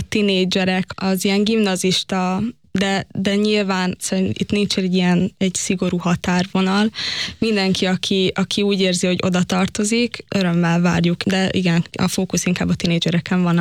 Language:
Hungarian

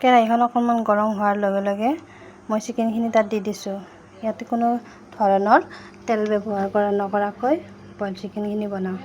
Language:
Assamese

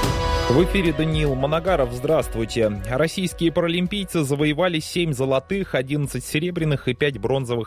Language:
Russian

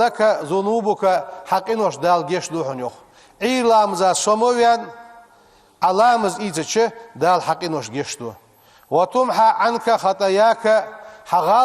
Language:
Ingush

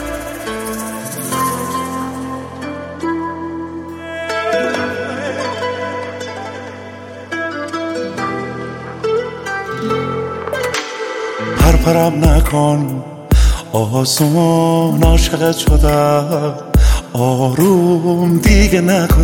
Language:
Persian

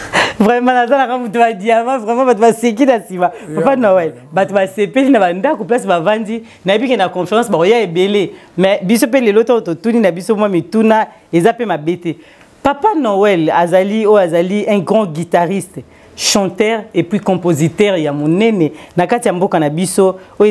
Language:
Lingala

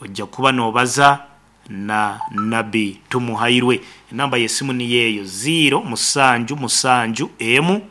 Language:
Nyankole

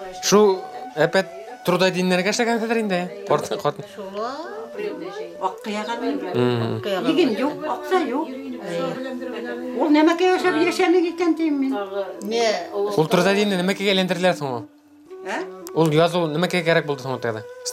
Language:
Bashkir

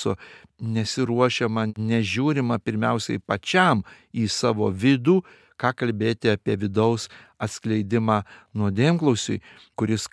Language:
Lithuanian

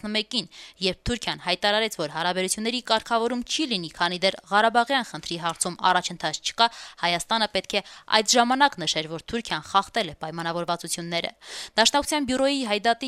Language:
Armenian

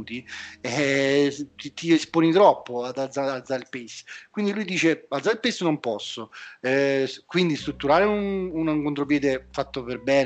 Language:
Italian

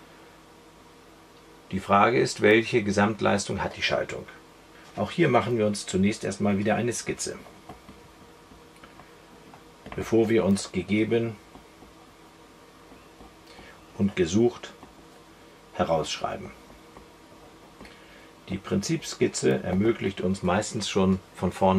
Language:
German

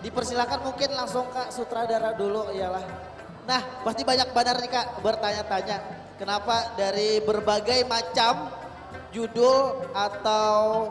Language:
Banjar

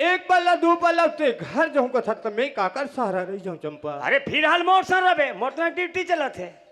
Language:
Chhattisgarhi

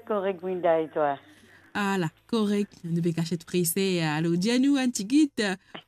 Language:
Morisyen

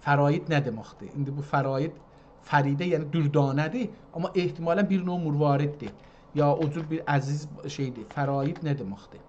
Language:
South Azerbaijani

